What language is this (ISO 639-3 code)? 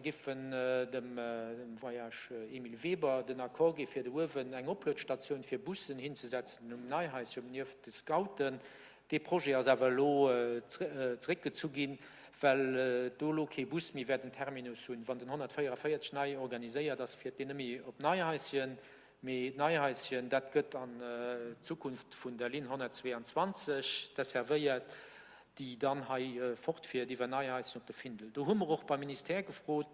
ltz